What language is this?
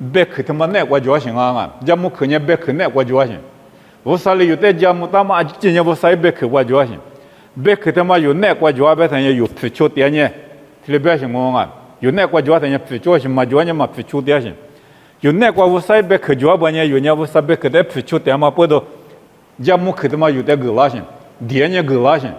Lisu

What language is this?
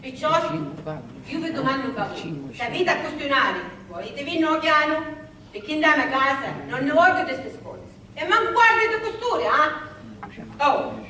Sicilian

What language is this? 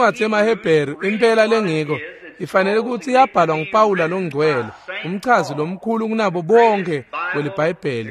Swati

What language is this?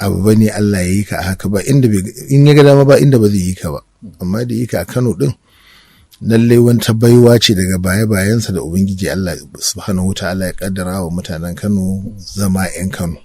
Hausa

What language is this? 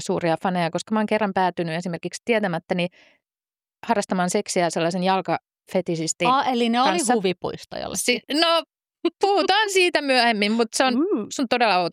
Finnish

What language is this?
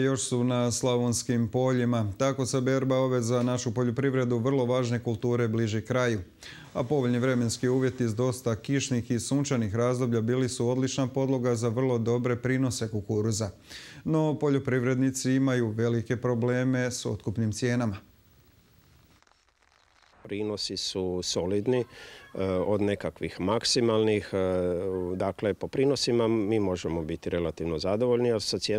Croatian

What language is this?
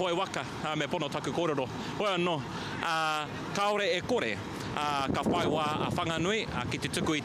Māori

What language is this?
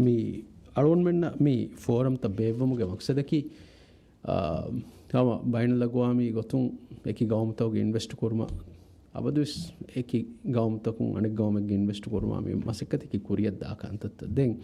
Divehi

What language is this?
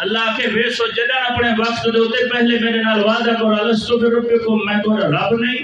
Saraiki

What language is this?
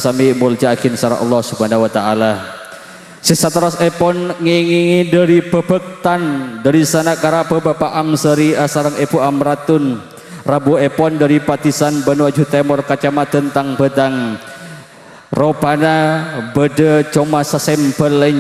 Madurese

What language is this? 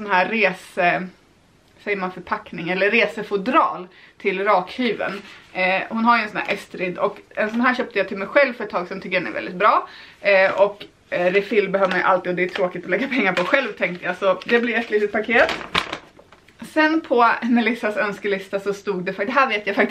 Swedish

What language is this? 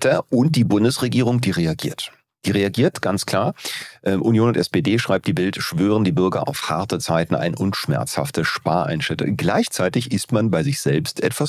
German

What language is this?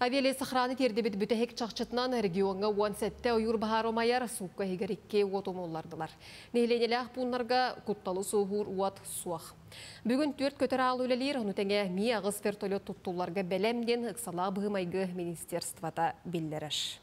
Yakut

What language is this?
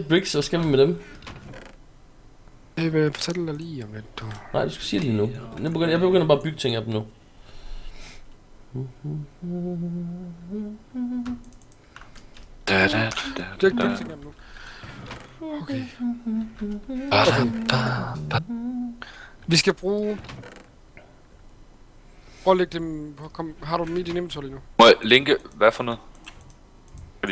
Danish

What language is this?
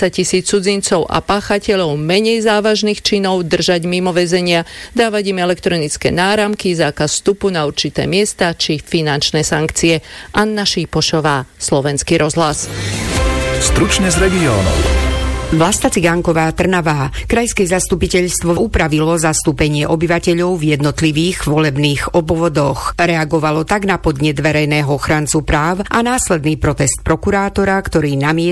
Slovak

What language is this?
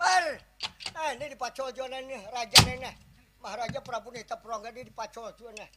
Banjar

